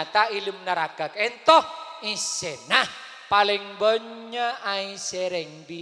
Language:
Madurese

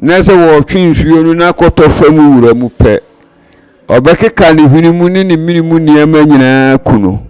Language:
Akan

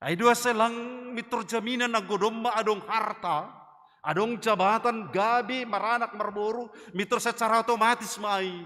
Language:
Batak Simalungun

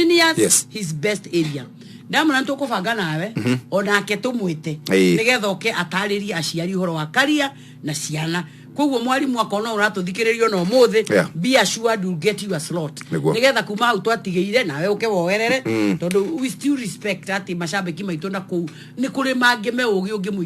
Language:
Kikuyu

